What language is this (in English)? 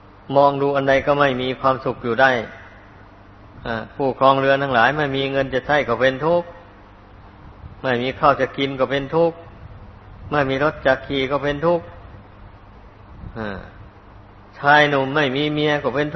Thai